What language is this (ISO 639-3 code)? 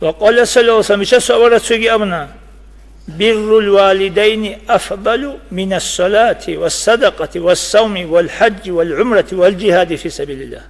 ava